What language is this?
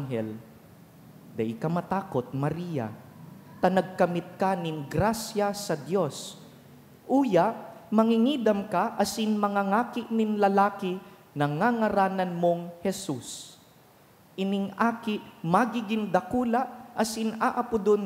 Bikol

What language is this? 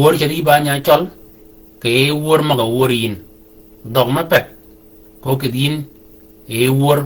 Shilluk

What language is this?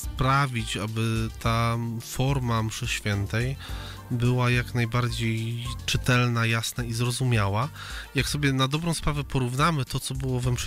Polish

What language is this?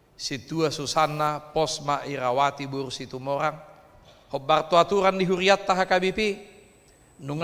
Batak Toba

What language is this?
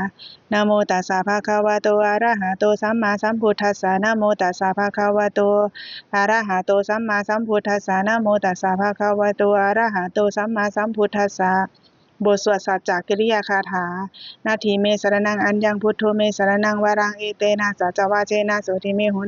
Pali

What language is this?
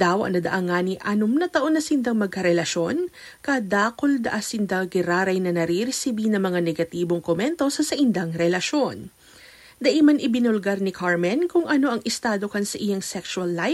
Bikol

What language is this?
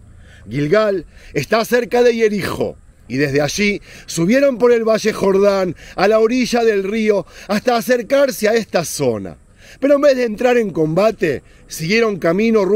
Spanish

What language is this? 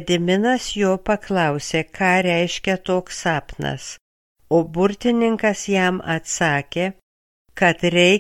Lithuanian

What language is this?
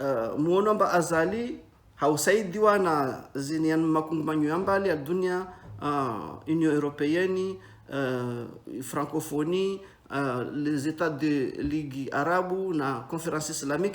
Ngazidja Comorian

